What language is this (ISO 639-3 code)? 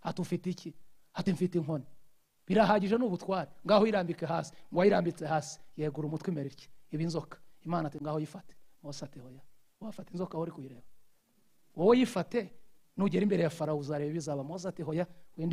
kin